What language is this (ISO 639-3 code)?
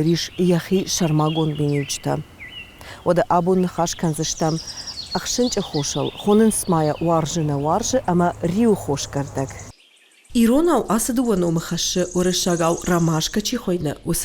oss